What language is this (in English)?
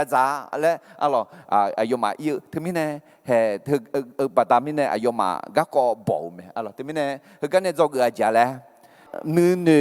Akha